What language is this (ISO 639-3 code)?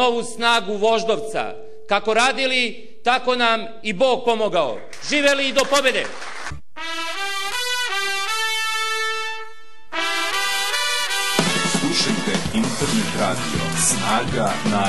srp